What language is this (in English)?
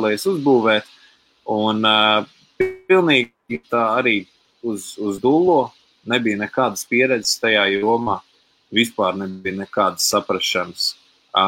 Latvian